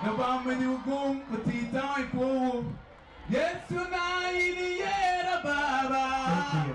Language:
Acoli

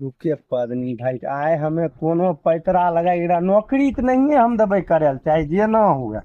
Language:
Maithili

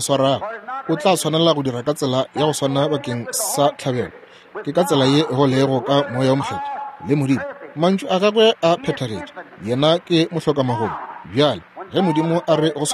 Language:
Northern Sotho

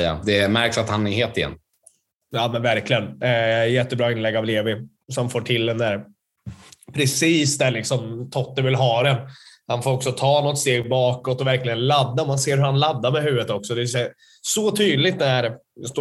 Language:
Swedish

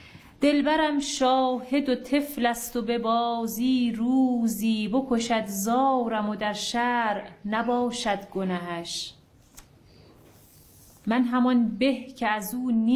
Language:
Persian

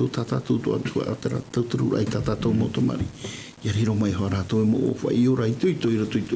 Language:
Tahitian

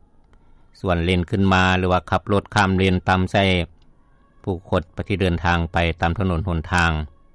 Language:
Lao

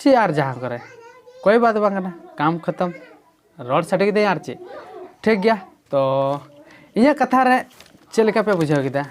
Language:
Santali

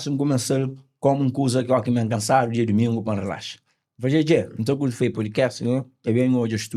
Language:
Kabuverdianu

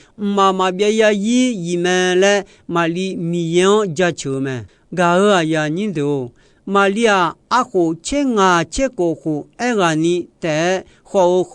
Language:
Akha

